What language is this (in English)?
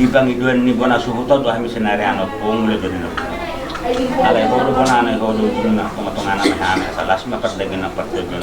Batak Toba